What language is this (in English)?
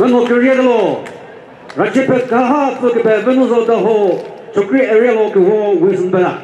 Chokri Naga